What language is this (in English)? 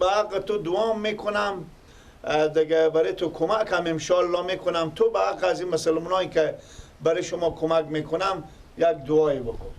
Persian